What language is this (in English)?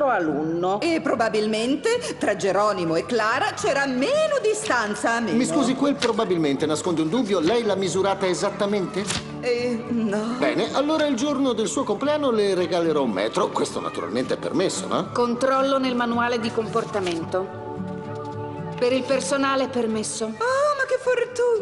Italian